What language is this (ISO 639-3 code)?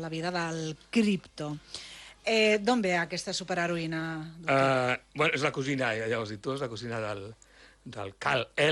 cat